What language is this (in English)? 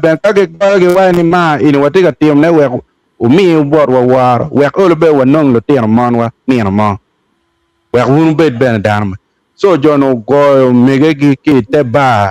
Acoli